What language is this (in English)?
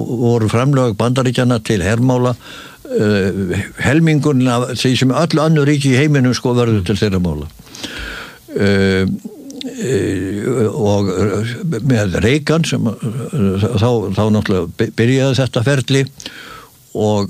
Icelandic